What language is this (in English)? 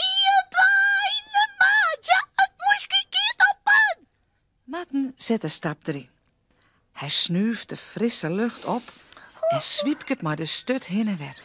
Western Frisian